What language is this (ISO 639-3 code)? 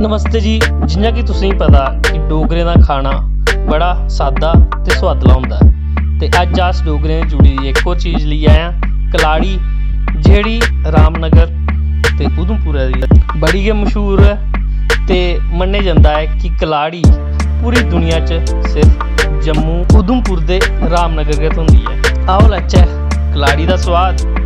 doi